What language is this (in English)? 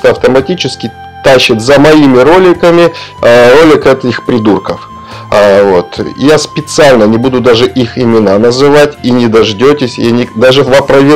Russian